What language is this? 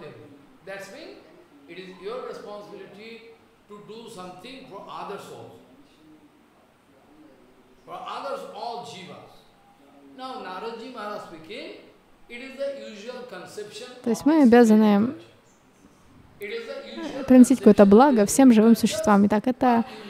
Russian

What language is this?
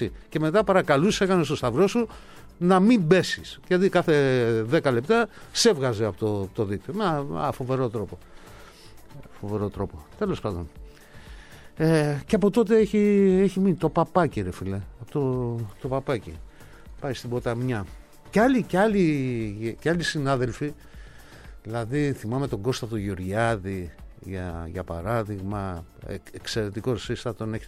Greek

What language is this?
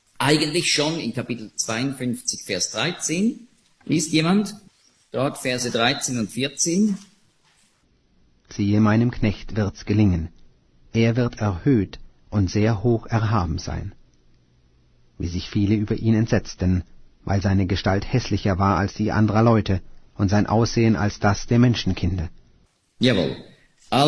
German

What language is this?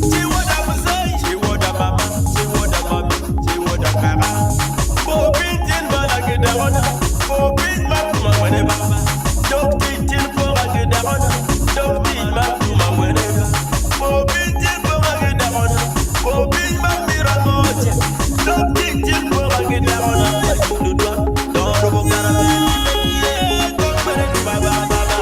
Acoli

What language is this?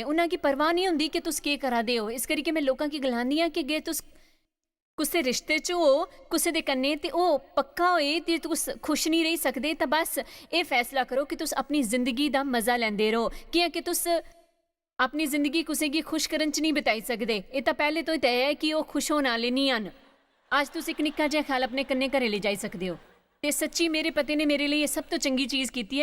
Dogri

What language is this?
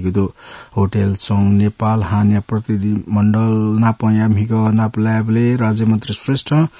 Newari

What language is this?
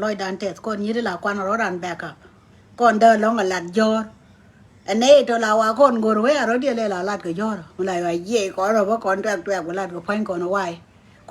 Nuer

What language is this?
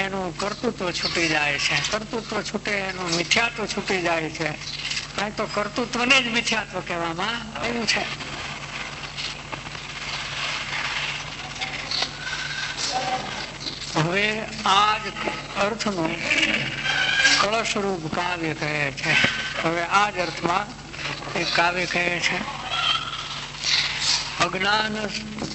Gujarati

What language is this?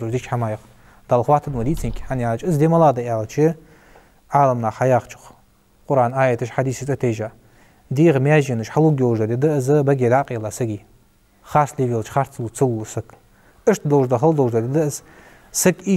Ingush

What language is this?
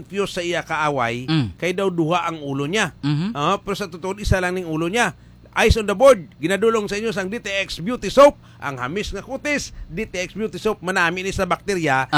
Hiligaynon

